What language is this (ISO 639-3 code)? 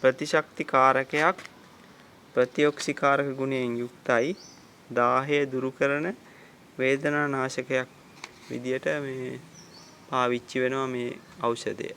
sin